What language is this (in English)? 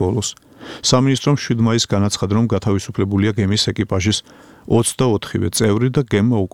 Georgian